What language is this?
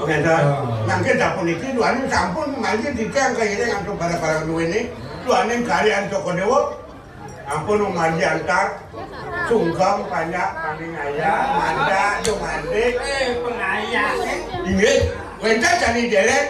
Balinese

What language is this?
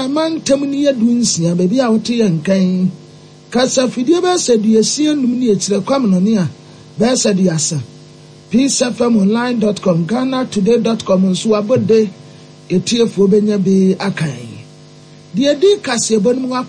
Akan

